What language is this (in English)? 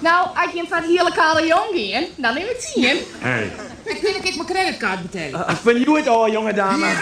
Western Frisian